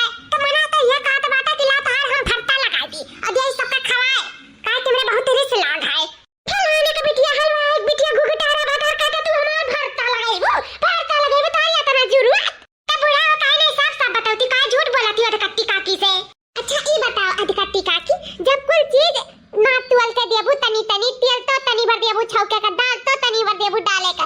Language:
Awadhi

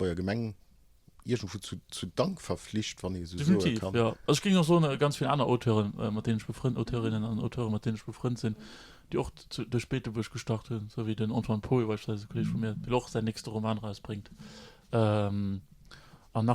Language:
Luxembourgish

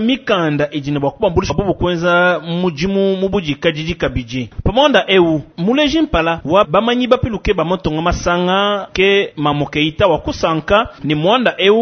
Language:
Luba-Lulua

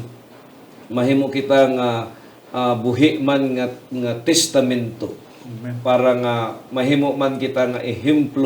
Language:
Hiligaynon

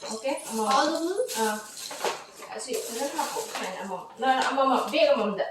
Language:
Manipuri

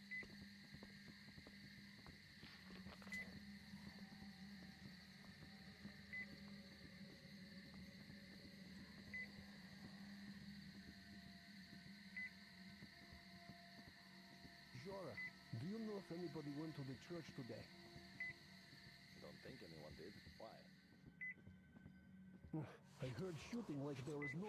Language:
English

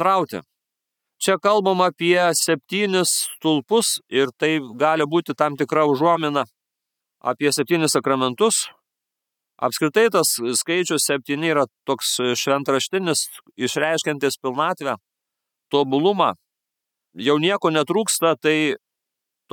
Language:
Lithuanian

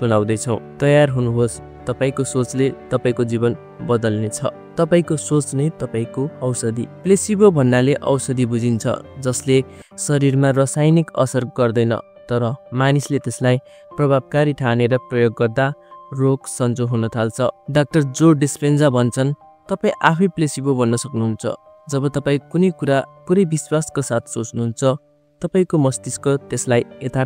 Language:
Nepali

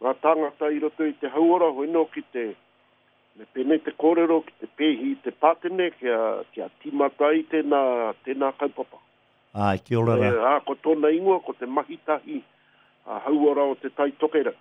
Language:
Māori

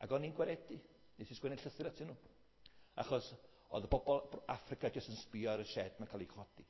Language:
Welsh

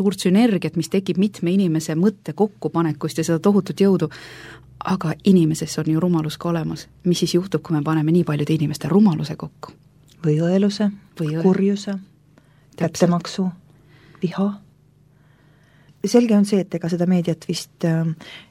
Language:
Estonian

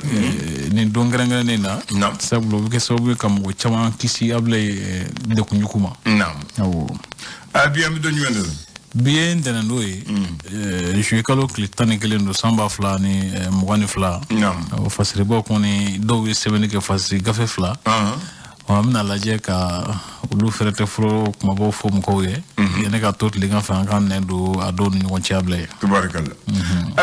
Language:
Bambara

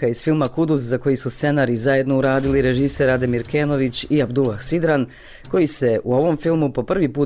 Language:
Bosnian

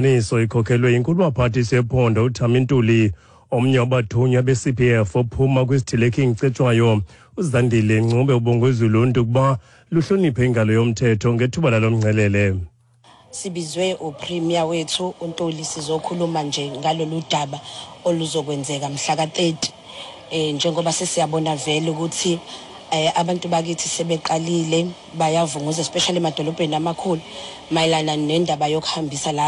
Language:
Xhosa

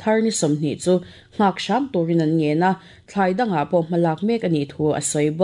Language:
Mizo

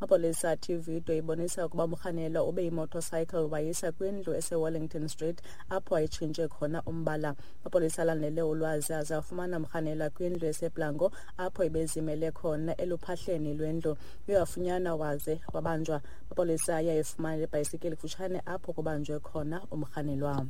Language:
Xhosa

